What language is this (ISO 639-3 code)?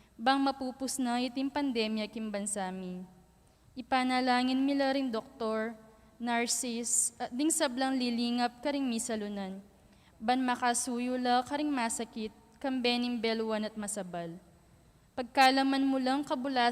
pam